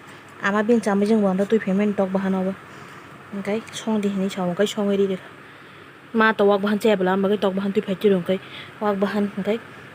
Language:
Kok Borok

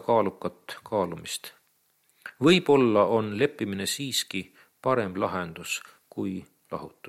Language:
Estonian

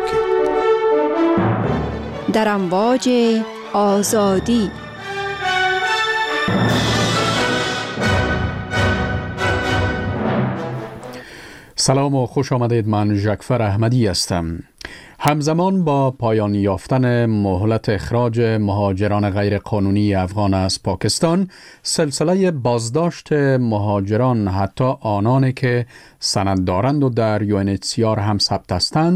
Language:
Persian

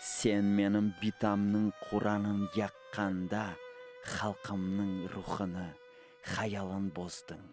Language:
Crimean Tatar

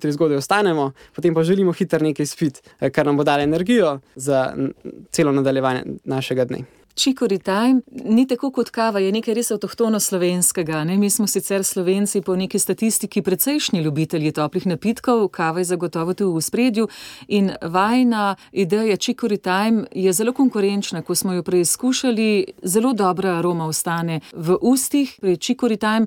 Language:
Slovenian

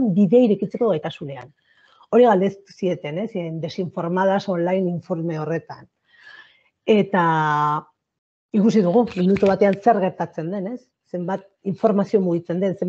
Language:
Basque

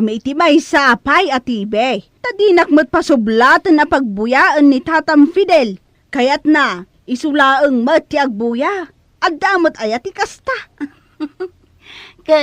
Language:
Iloko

